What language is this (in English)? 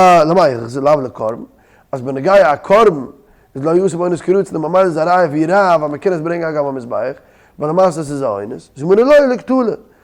Yiddish